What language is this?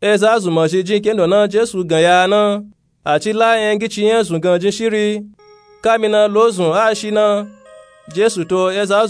Nupe-Nupe-Tako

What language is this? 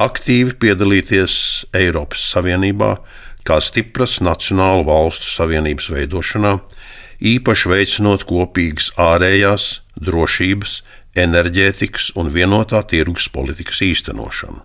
Latvian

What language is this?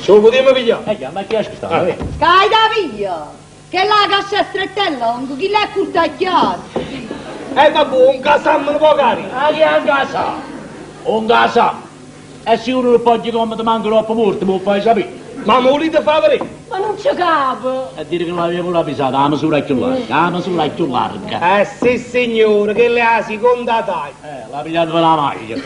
Neapolitan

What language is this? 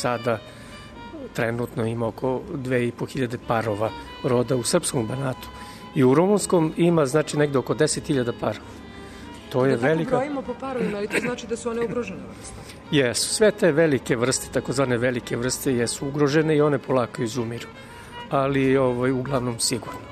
Serbian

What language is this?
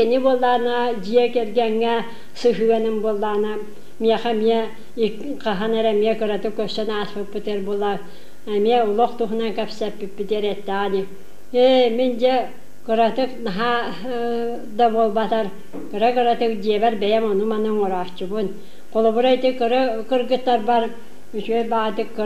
Yakut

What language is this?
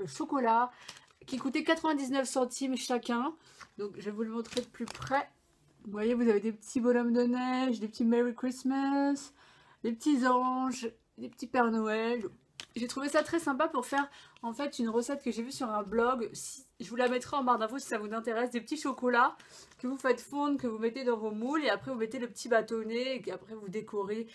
French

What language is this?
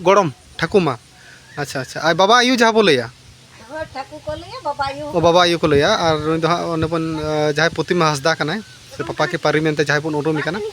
Santali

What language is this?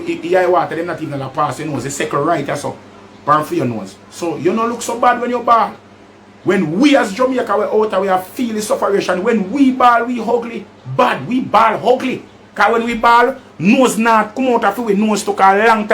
Jamaican Creole English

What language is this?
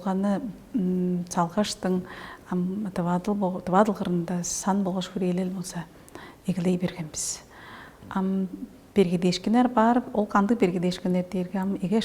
Tuvinian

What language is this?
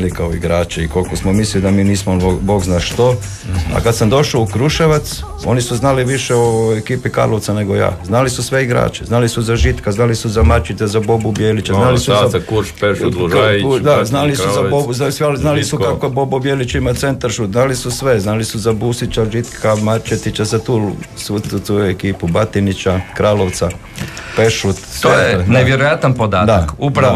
Croatian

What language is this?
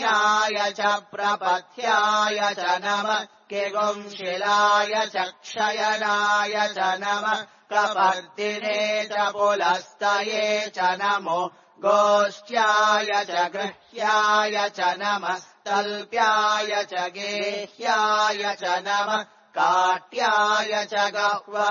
Sanskrit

